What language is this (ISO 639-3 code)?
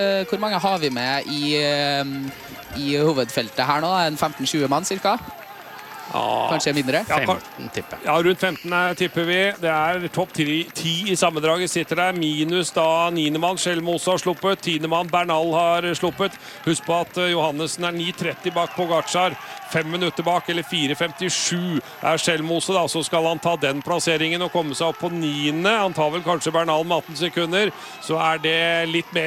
nor